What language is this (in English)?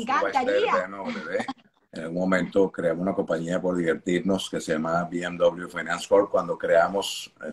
Spanish